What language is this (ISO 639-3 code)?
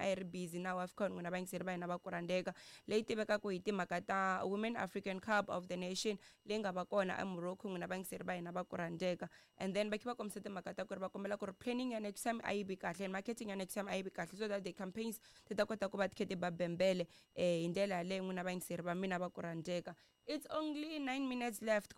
tso